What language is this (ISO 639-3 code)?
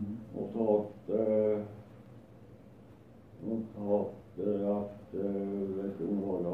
nor